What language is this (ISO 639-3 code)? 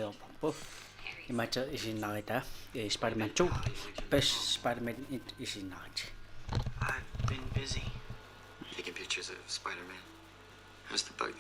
kal